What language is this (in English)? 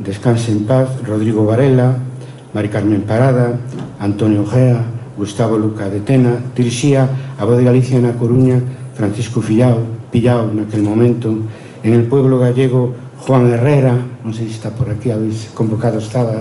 Galician